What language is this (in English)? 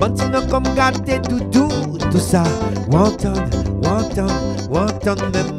Réunion Creole French